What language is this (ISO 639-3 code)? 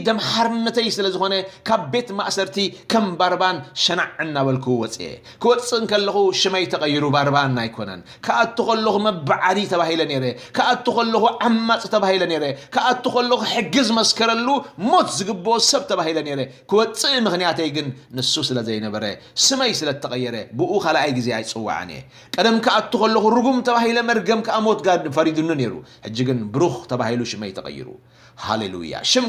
tir